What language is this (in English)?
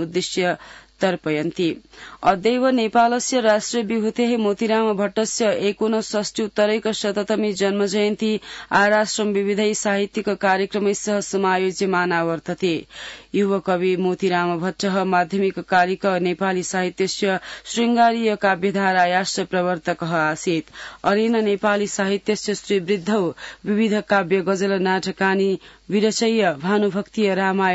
Sanskrit